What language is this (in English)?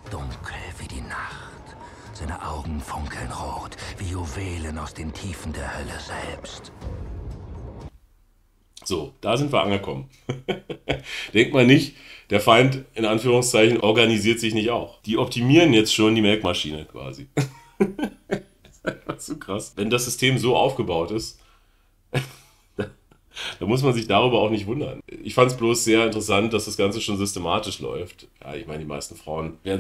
German